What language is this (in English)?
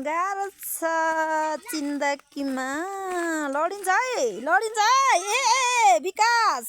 Nepali